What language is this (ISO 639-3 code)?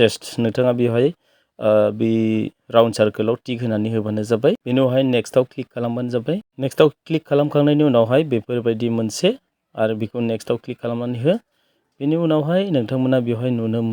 brx